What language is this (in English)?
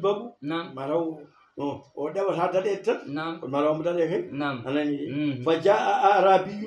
Fula